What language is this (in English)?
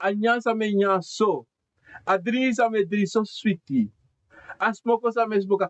Sranan Tongo